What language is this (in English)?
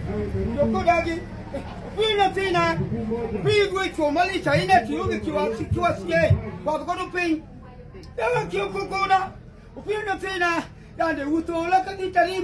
Luo (Kenya and Tanzania)